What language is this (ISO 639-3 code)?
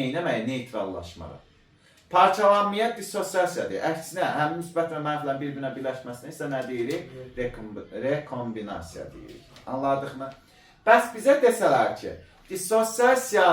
aze